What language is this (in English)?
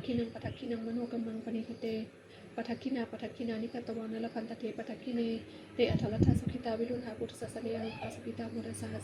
Pali